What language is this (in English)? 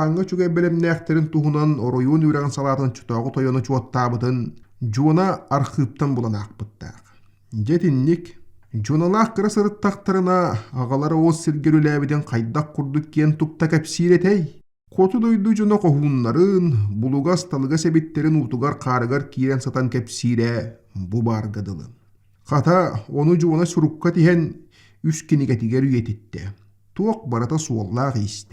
Yakut